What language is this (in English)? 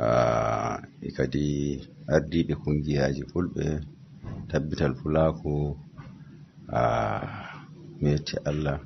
Fula